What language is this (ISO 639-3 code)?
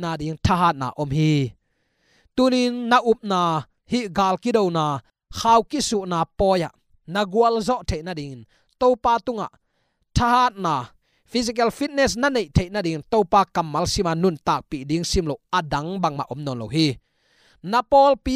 ctd